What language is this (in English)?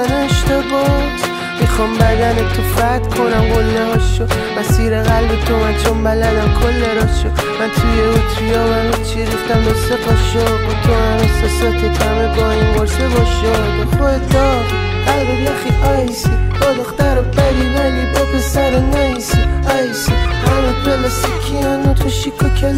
Persian